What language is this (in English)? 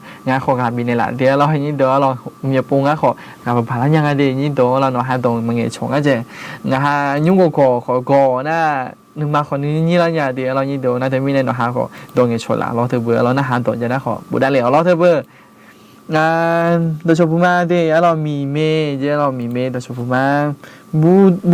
Akha